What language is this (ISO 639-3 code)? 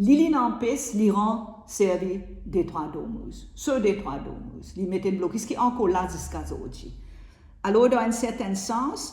mfe